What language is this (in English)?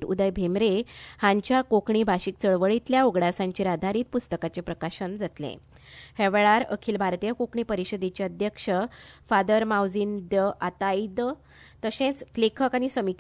Konkani